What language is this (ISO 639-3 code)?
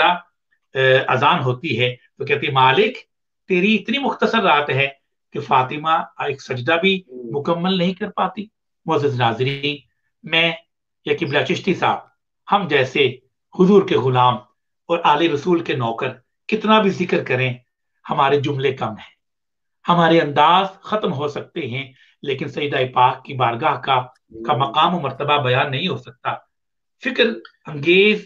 urd